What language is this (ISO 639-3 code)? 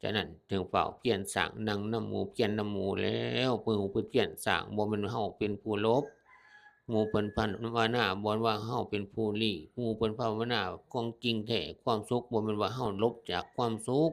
tts